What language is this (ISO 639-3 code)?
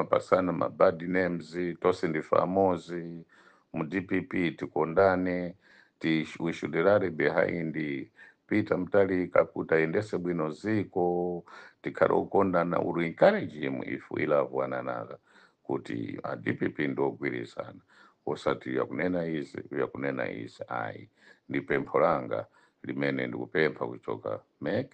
nya